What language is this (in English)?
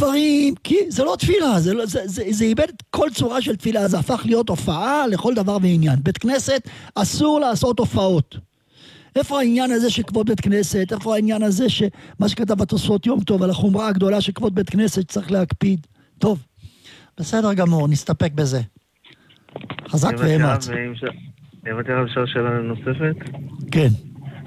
Hebrew